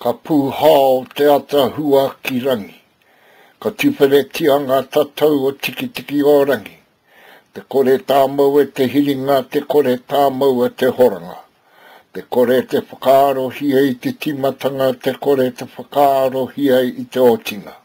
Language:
Māori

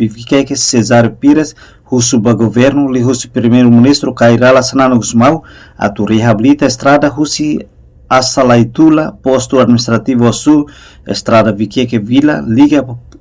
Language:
Tetum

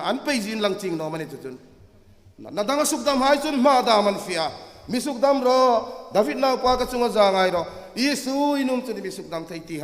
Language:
Hmar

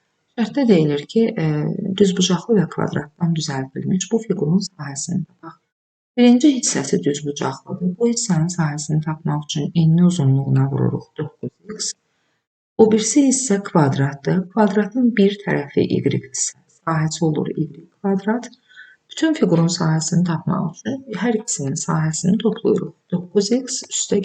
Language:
Azerbaijani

